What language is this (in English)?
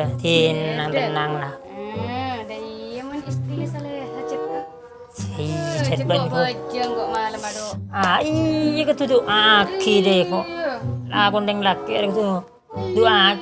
Madurese